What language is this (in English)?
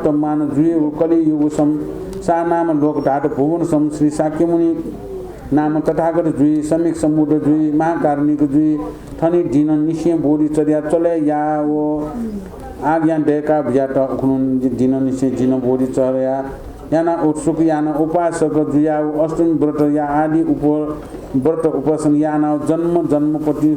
Newari